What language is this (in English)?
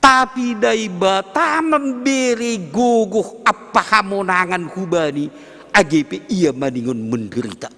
Batak Simalungun